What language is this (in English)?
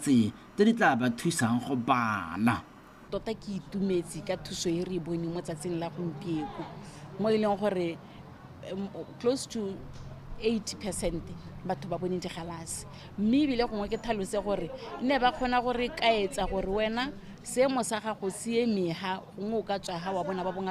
Tswana